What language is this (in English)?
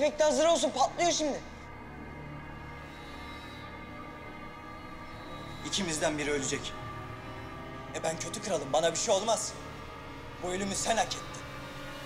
Turkish